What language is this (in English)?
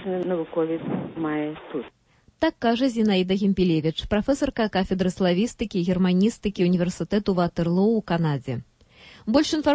Belarusian